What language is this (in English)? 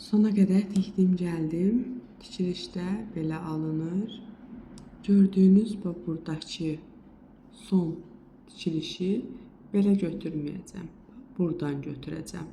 Azerbaijani